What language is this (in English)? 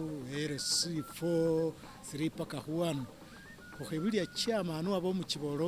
Masaaba